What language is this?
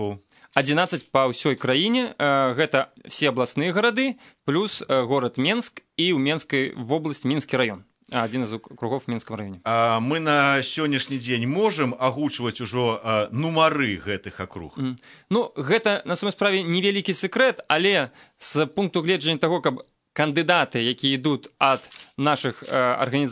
Belarusian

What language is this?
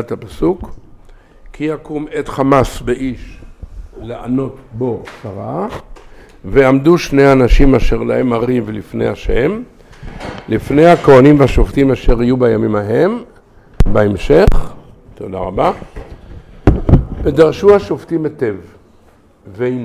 Hebrew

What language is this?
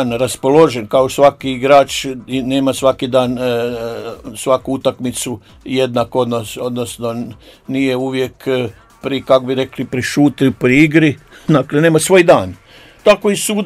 Croatian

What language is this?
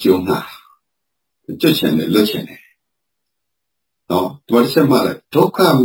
Burmese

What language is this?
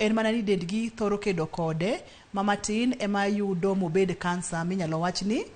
Luo (Kenya and Tanzania)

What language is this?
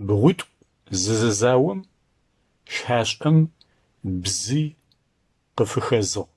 Adyghe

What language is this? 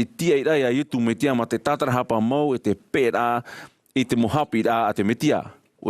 Tahitian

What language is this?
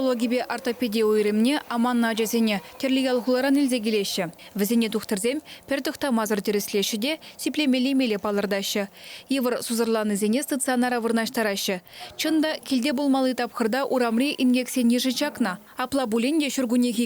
Chuvash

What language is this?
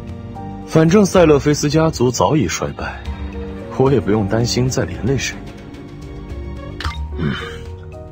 Chinese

